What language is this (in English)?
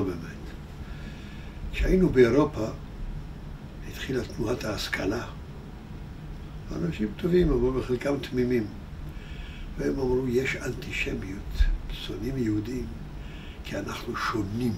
Hebrew